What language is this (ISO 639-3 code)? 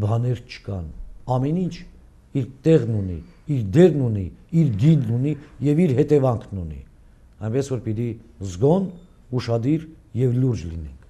hye